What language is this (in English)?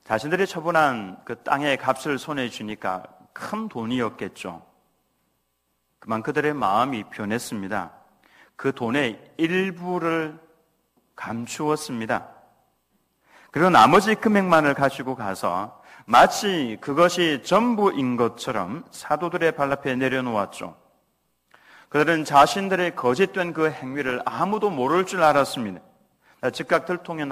Korean